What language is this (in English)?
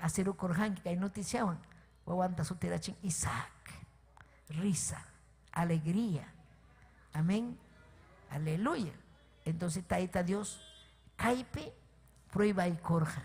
Ayacucho Quechua